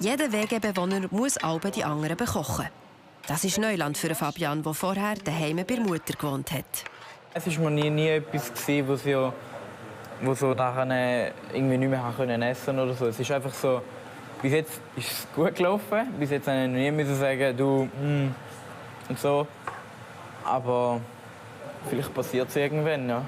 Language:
Swiss German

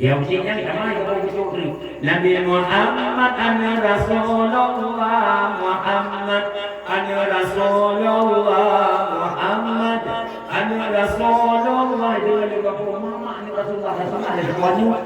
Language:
Achinese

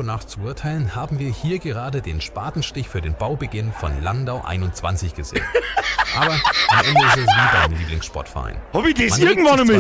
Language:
Bavarian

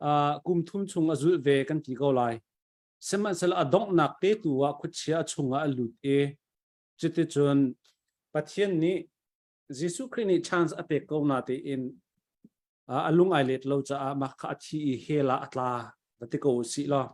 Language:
Hakha Chin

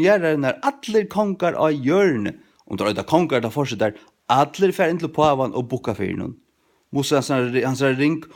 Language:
Faroese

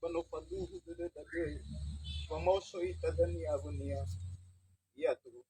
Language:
Nias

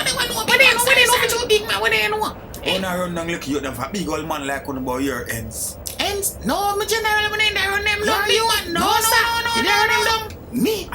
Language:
Jamaican Creole English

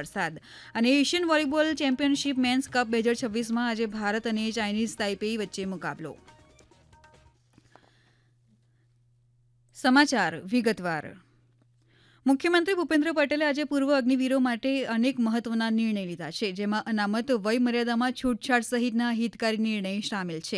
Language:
Gujarati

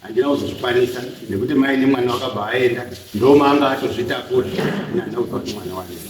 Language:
Shona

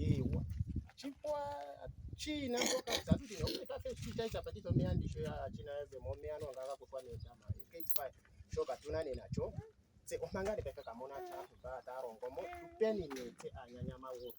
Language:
Ndonga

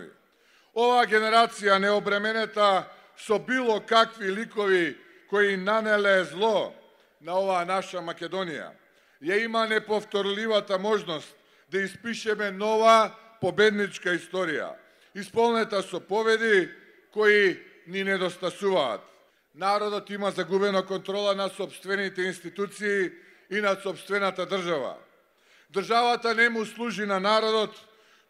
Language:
Macedonian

